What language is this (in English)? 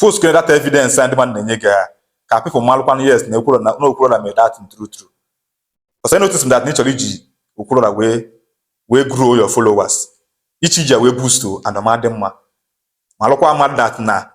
Igbo